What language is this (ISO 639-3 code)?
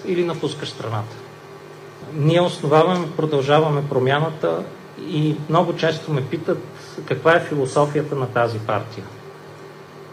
bul